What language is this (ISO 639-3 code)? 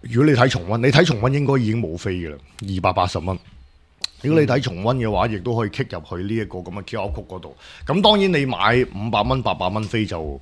yue